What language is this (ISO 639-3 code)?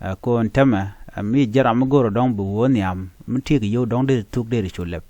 nus